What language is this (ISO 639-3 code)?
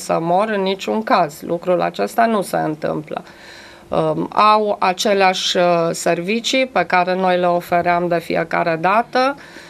ron